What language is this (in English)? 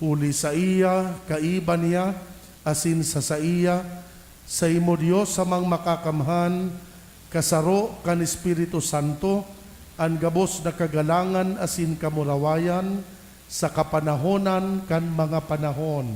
Bikol